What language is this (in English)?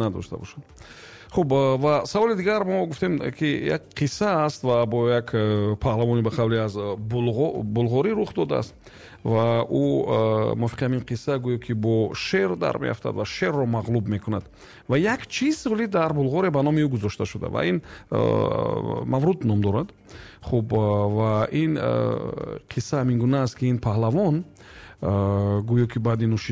Tajik